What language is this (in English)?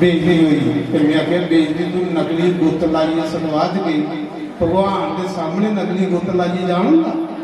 Dogri